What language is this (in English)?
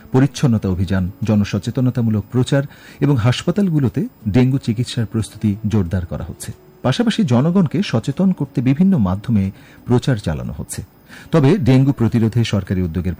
Bangla